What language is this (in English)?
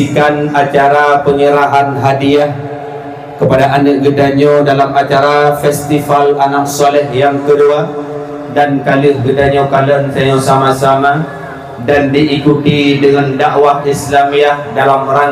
Achinese